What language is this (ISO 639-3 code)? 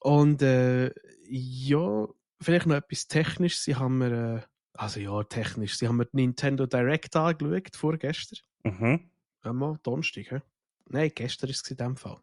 gsw